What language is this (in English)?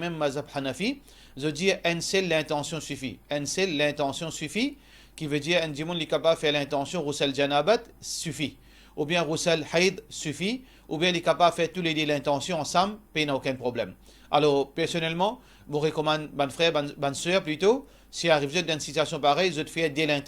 Morisyen